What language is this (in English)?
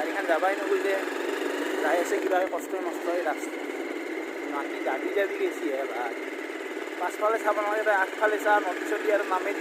Assamese